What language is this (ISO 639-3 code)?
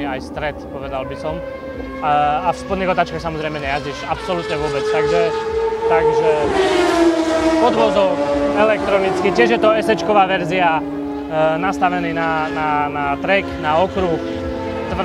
slk